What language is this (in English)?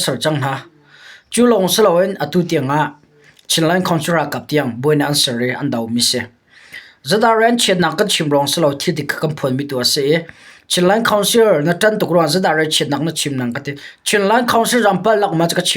Hakha Chin